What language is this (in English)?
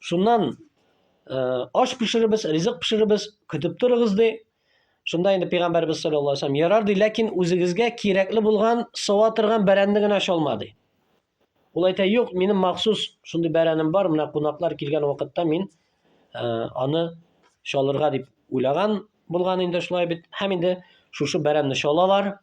Tatar